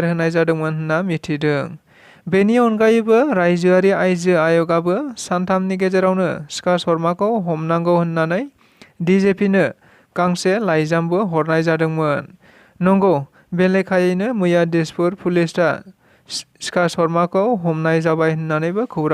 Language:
Bodo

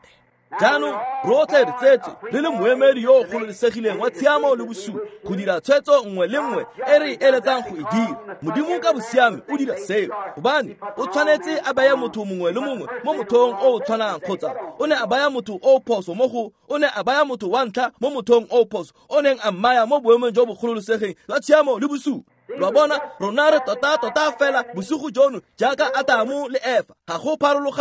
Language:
Tswana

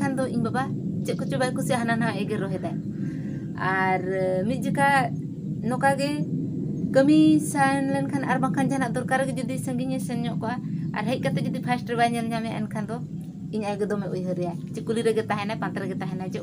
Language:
Santali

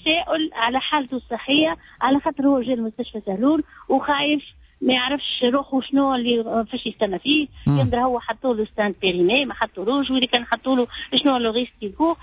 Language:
Tunisian Arabic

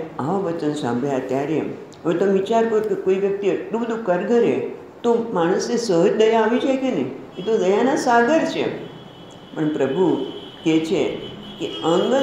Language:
Gujarati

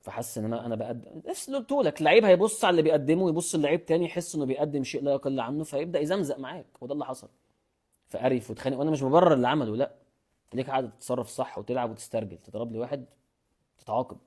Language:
Egyptian Arabic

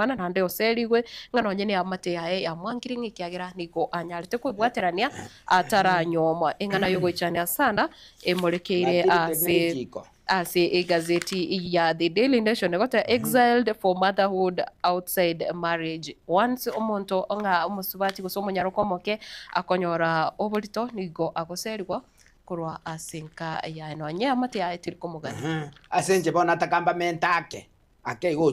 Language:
Gusii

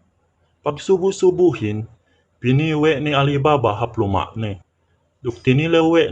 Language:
Yakan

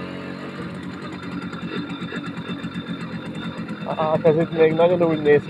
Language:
Hungarian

